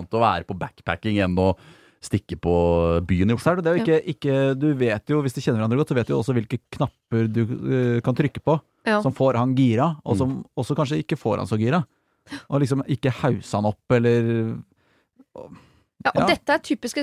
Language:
Norwegian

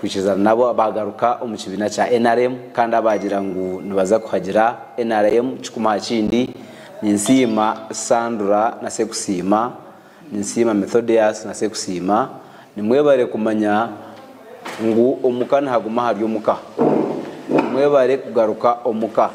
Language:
Nyankole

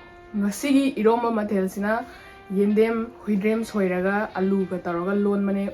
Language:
Manipuri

